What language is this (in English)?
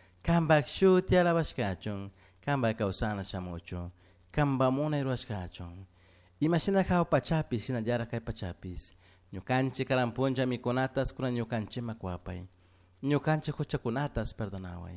Chimborazo Highland Quichua